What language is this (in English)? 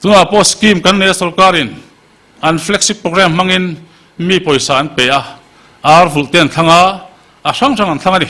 Mizo